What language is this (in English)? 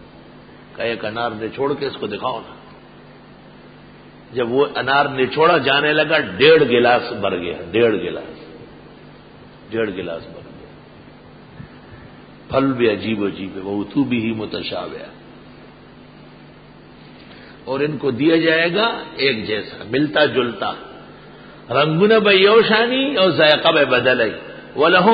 Urdu